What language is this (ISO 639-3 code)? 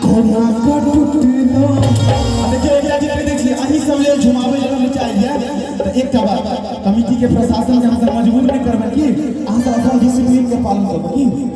mai